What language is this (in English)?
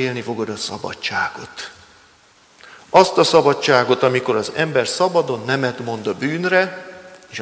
Hungarian